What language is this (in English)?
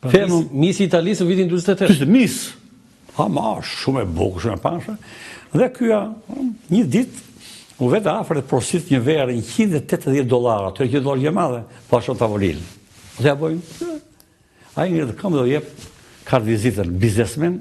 Albanian